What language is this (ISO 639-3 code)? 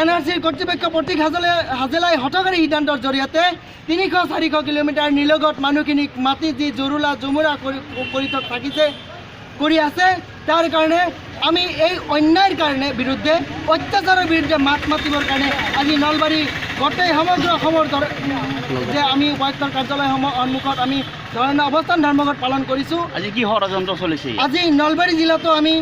asm